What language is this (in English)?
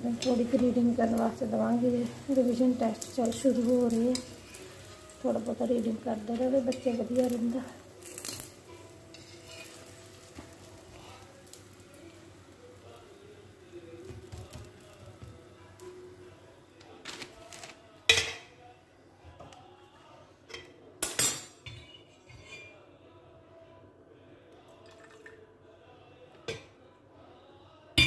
Punjabi